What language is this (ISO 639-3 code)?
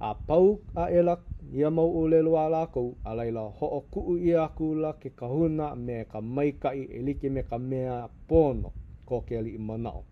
haw